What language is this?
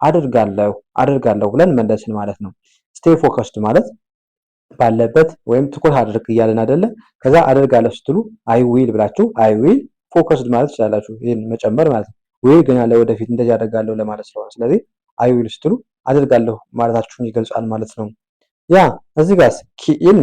Amharic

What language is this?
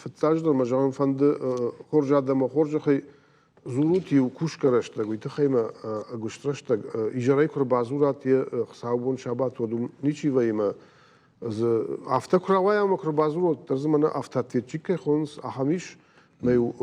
Ossetic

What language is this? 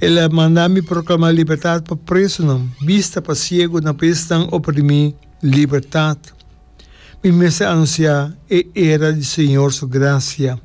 Papiamento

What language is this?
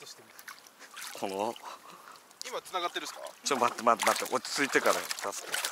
Japanese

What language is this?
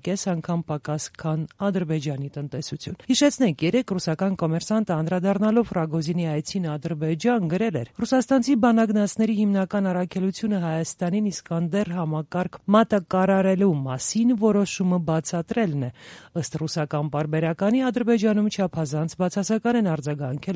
Armenian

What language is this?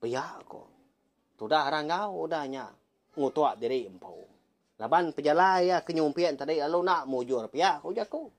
Iban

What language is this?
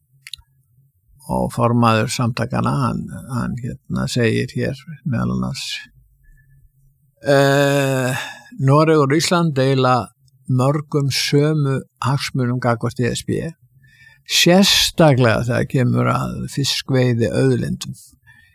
Icelandic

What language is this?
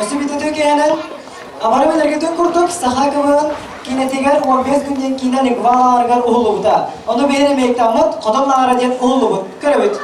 Yakut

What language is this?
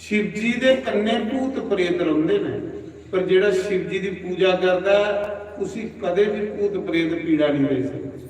Dogri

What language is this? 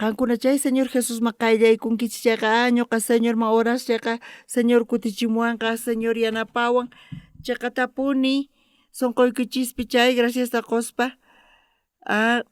South Bolivian Quechua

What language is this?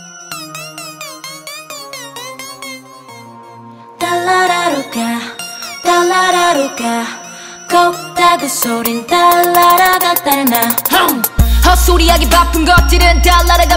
Korean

